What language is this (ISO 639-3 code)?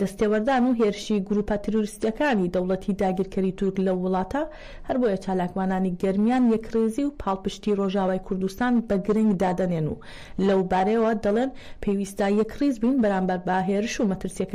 ckb